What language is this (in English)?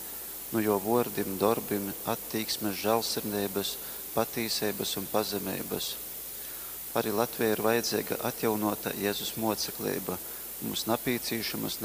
Latgalian